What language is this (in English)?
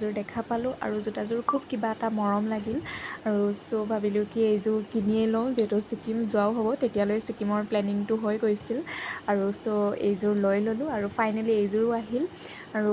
Assamese